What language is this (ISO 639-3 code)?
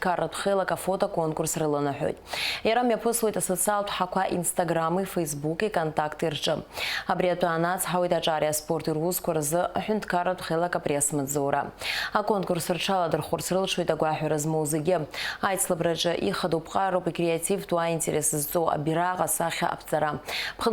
abk